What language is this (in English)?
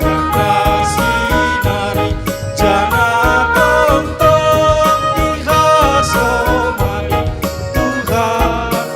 Batak Simalungun